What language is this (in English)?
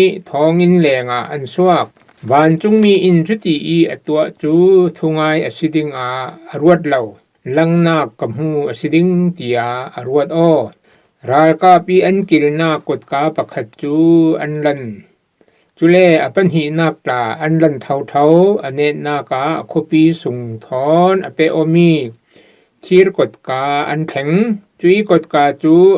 Falam Chin